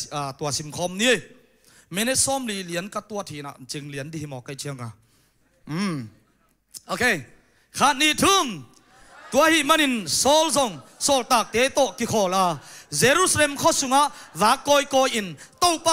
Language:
Tedim Chin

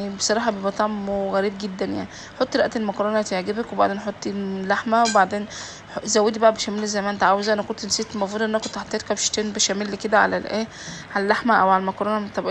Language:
Egyptian Arabic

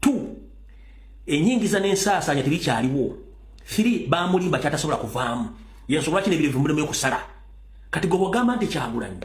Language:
Ganda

